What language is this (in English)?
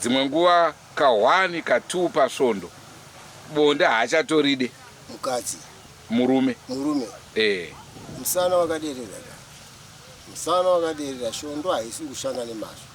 Shona